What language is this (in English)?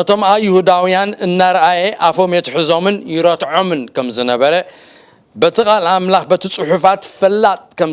Tigrinya